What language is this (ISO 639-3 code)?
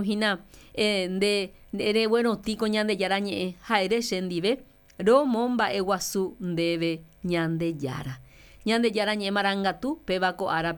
grn